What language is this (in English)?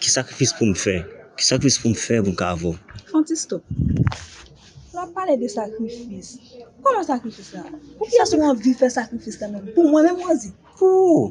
Haitian Creole